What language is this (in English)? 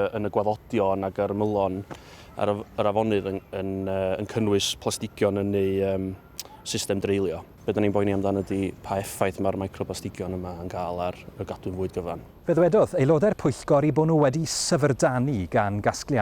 Welsh